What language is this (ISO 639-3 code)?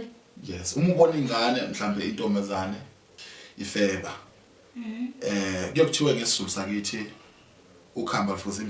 zul